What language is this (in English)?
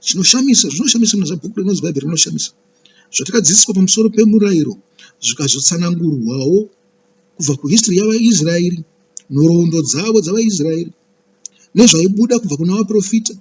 Shona